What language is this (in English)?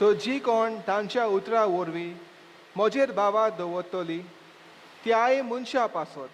Konkani